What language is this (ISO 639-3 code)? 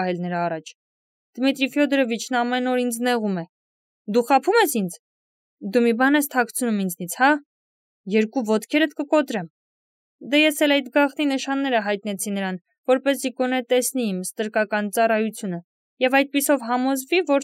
hye